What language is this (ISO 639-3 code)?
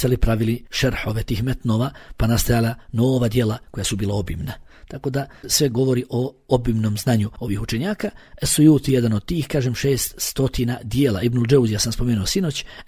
bos